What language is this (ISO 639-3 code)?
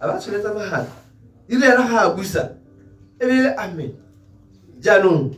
tsn